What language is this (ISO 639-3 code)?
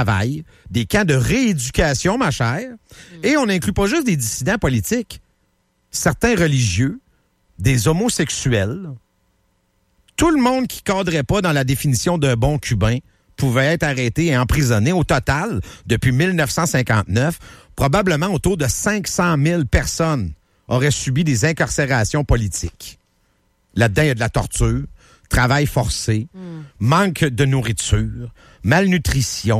fra